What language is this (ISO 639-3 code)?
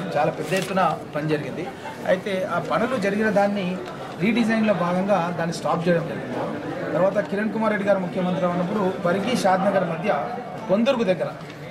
tel